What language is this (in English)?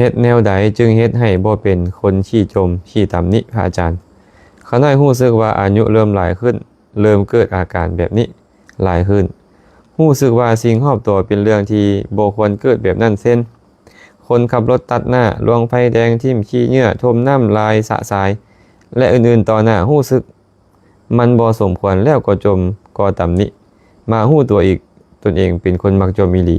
Lao